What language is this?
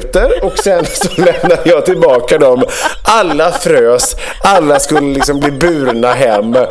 Swedish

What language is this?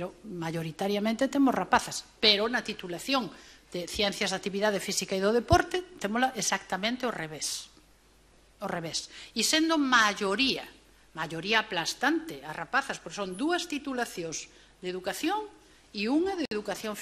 Galician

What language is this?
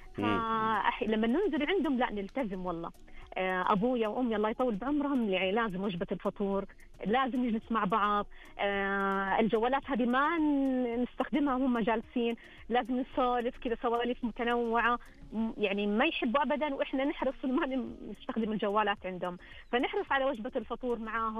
Najdi Arabic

